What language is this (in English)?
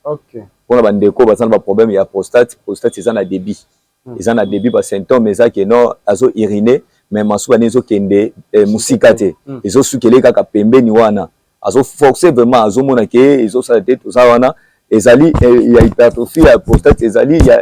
Lingala